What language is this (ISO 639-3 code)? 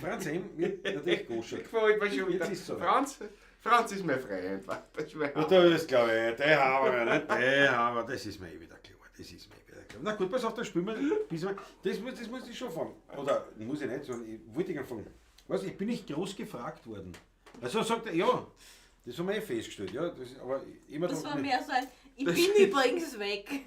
bar